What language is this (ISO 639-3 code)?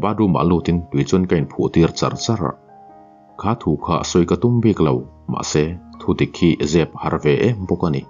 lus